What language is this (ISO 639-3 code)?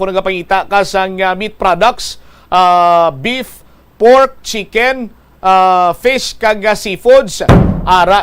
hil